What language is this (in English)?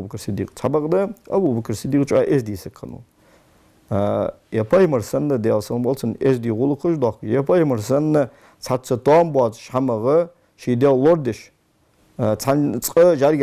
Ingush